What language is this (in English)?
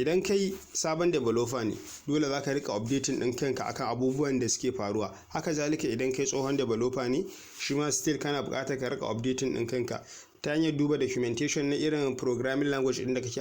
Hausa